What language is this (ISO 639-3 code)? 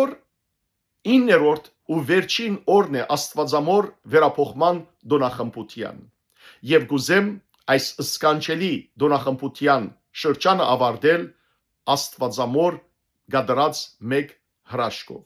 hyw